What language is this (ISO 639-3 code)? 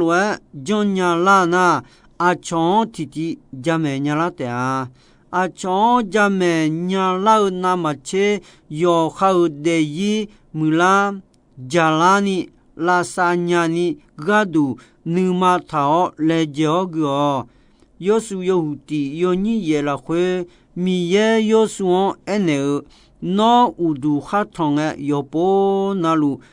ahk